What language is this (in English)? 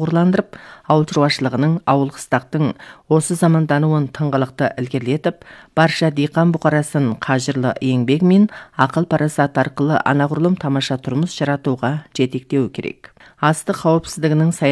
Kazakh